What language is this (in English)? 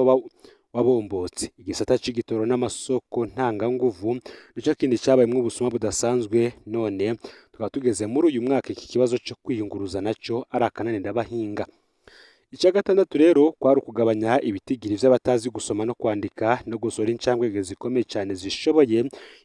Rundi